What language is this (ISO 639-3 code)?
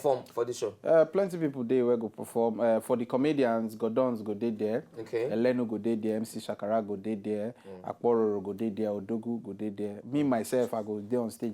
pcm